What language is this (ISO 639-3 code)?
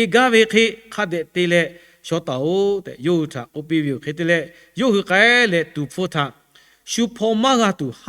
lhu